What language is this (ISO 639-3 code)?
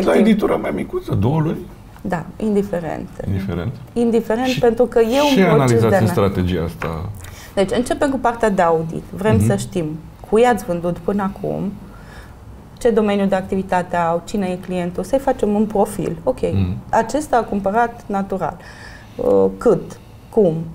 ron